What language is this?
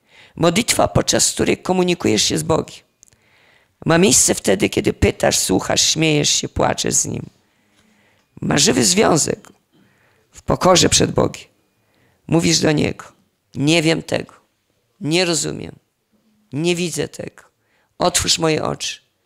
Polish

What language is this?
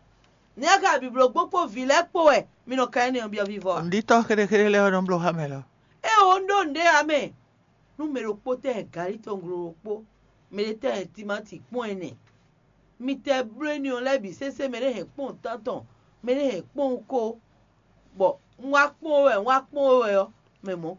Fon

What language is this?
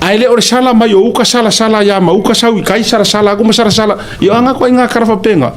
Samoan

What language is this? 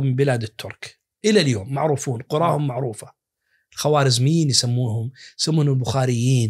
Najdi Arabic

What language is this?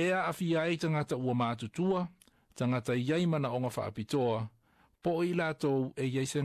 Samoan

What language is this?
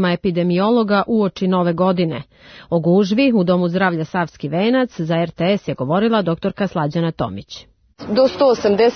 Serbian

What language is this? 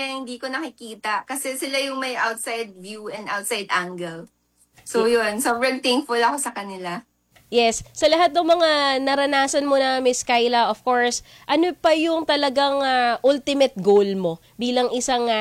Filipino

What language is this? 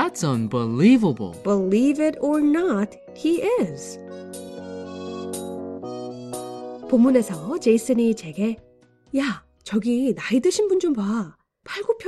Korean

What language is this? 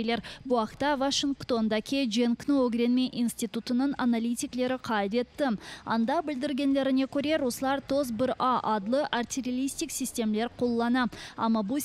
Crimean Tatar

